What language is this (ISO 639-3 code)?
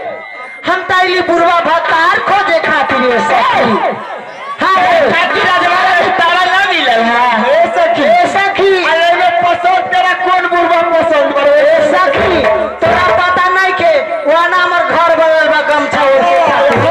bho